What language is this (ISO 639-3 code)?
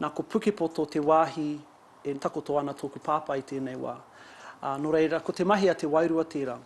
mri